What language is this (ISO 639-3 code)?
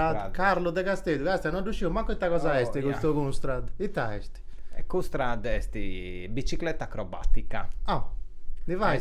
srd